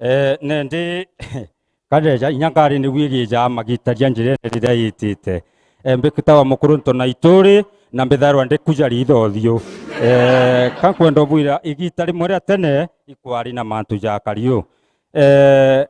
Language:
Meru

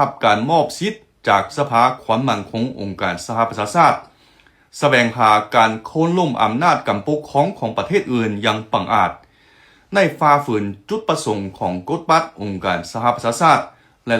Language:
Lao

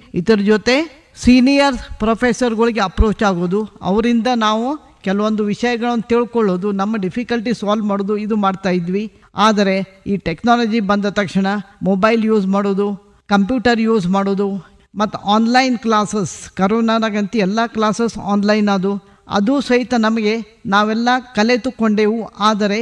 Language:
Kannada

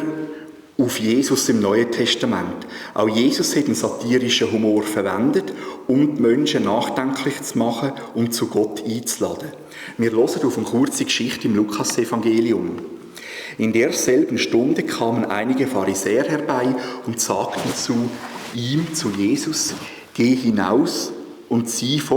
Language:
Swiss German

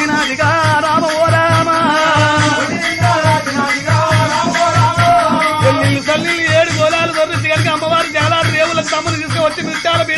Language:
Telugu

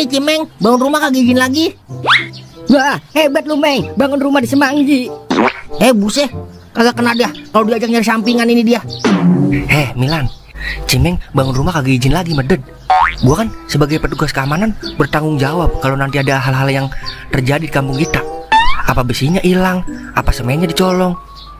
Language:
Betawi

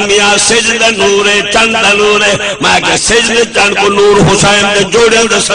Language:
Saraiki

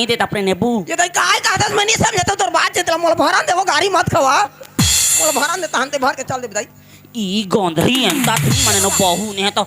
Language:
Chhattisgarhi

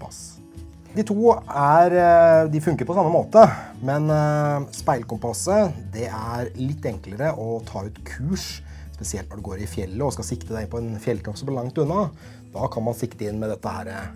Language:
Norwegian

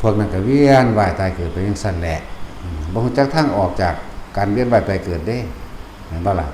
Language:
Northeastern Thai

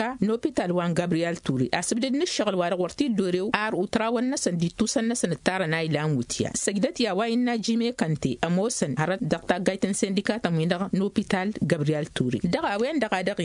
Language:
Tamasheq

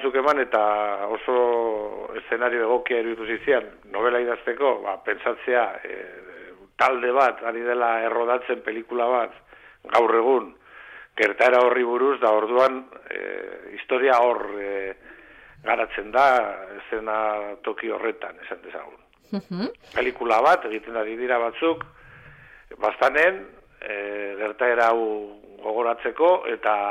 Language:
Basque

